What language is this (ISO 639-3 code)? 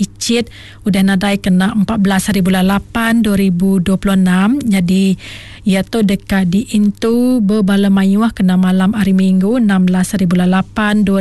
iba